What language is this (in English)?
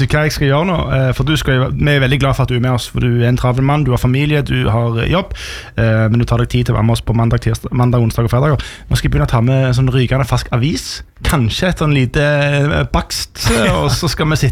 Norwegian